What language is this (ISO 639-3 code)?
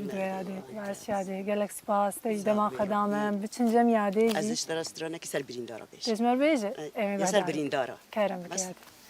kur